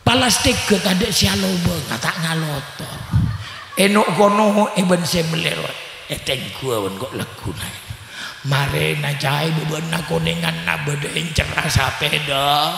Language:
Madurese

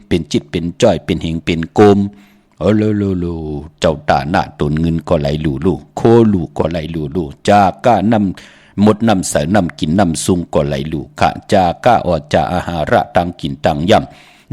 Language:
Shan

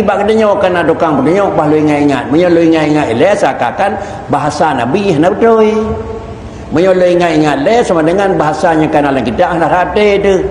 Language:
Achinese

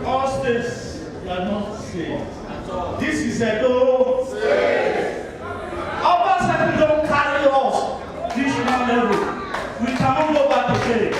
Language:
Nigerian Pidgin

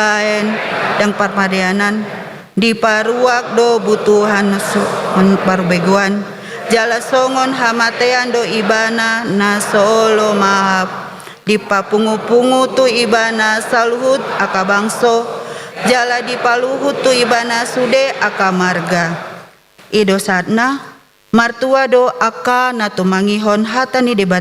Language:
Batak Toba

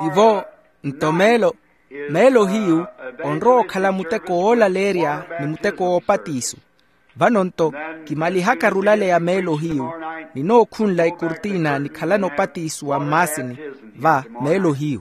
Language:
Makhuwa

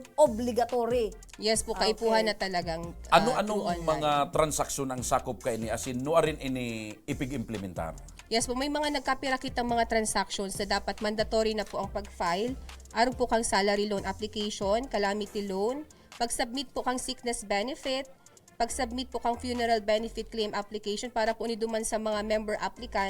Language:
Bikol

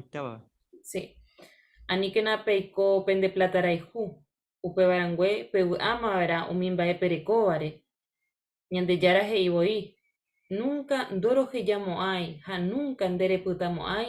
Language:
Guarani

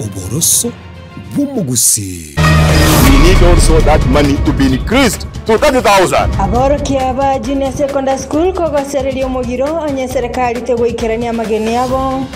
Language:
Gusii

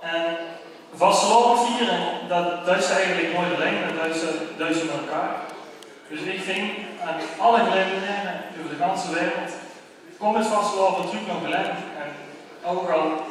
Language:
Limburgish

